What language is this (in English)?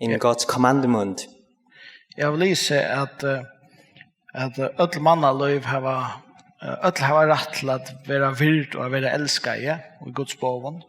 Faroese